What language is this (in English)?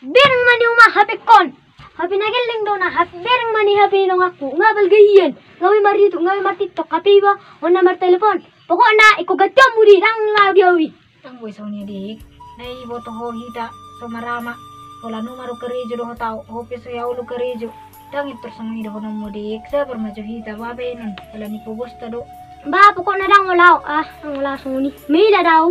Batak Toba